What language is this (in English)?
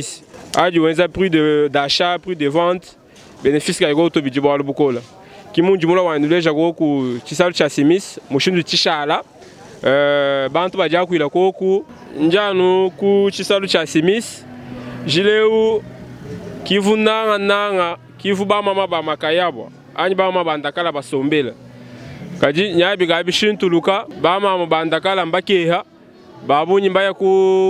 Luba-Lulua